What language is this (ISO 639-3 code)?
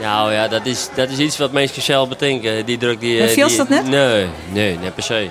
fry